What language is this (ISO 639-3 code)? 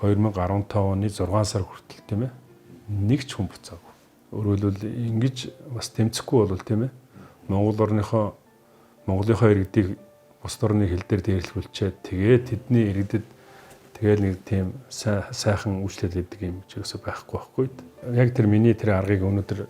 mon